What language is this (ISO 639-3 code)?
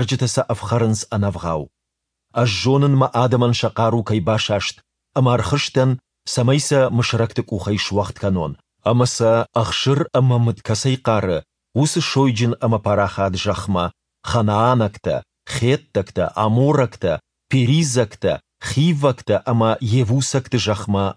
oss